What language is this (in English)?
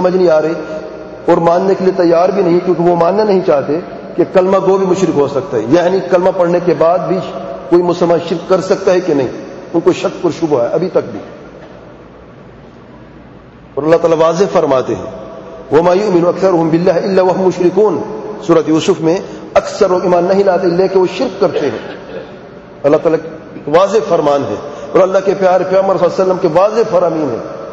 Urdu